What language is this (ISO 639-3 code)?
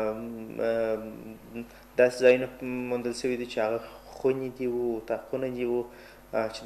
pus